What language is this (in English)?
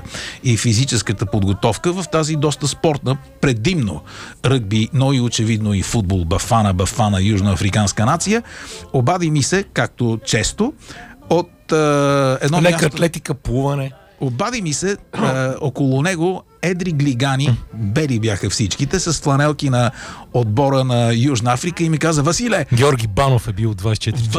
Bulgarian